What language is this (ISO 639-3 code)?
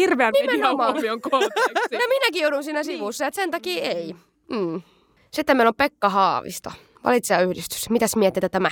fin